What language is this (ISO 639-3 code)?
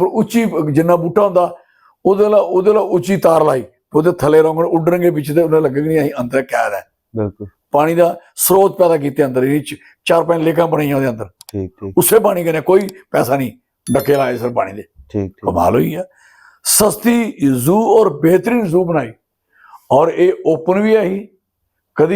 doi